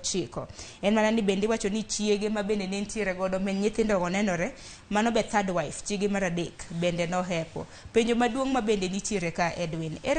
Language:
Luo (Kenya and Tanzania)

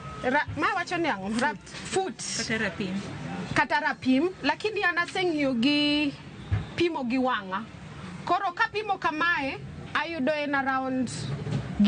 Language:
Luo (Kenya and Tanzania)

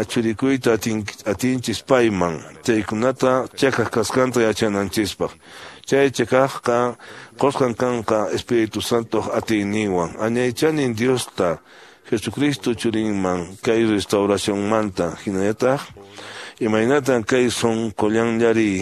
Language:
Quechua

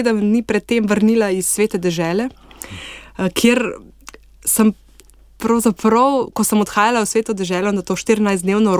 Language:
Slovenian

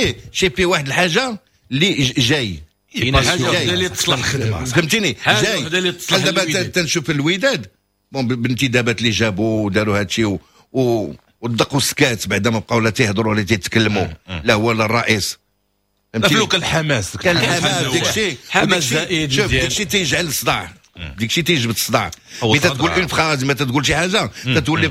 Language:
Moroccan Arabic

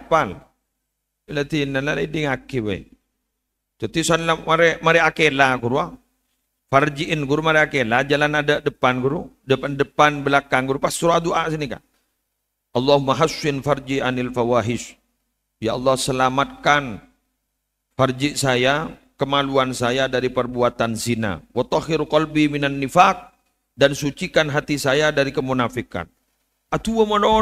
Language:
Madurese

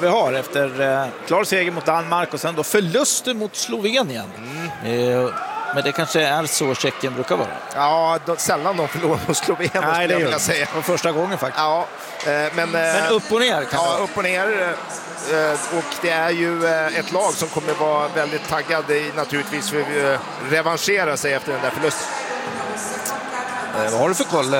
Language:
Swedish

